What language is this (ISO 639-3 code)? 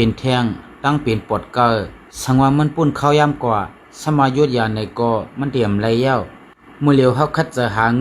shn